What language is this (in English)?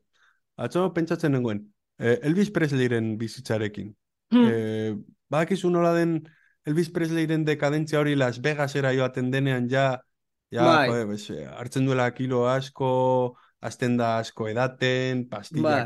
Basque